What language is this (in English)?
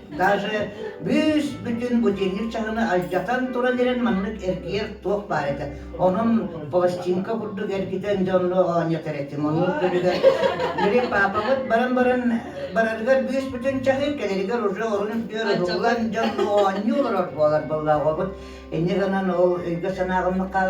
Yakut